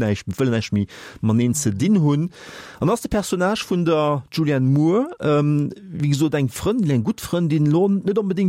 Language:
Luxembourgish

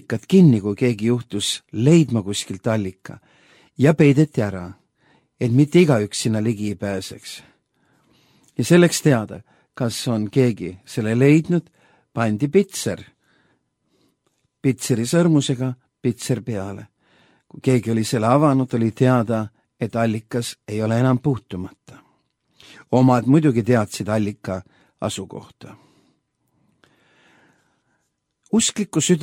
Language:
Estonian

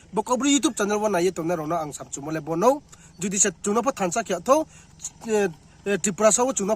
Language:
Riang (India)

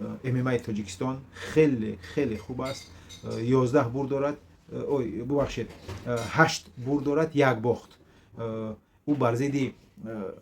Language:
Tajik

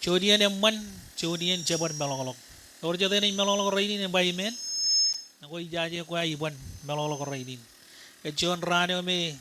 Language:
Marshallese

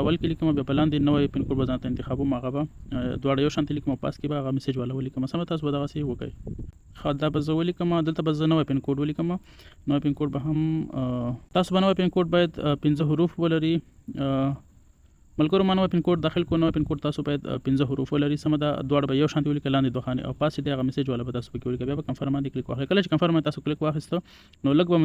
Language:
Pashto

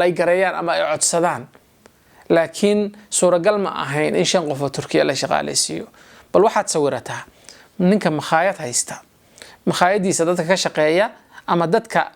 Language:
Somali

